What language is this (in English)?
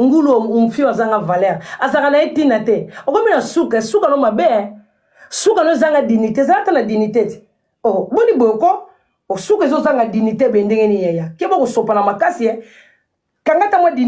Lingala